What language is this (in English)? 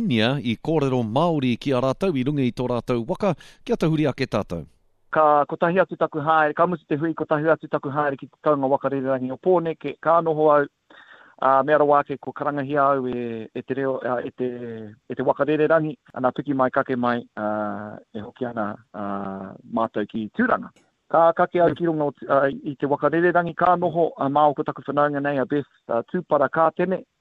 Māori